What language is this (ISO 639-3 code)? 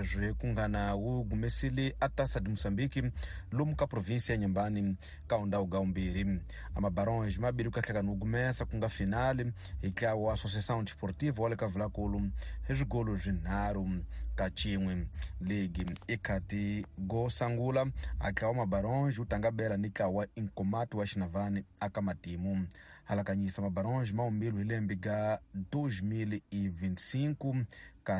tso